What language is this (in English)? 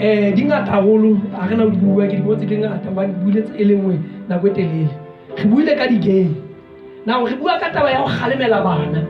Southern Sotho